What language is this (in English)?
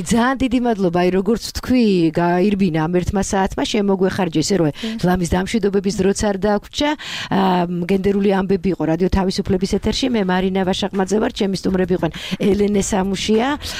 Georgian